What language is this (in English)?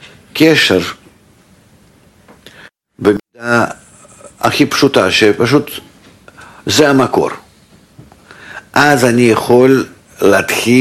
Hebrew